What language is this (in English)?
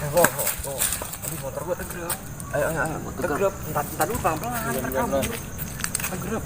Betawi